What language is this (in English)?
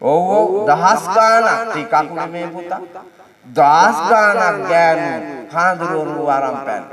Sinhala